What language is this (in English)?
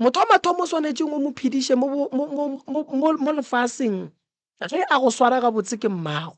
Northern Sotho